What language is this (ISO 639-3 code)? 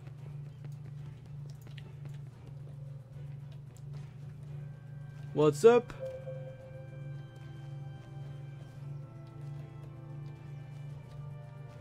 fra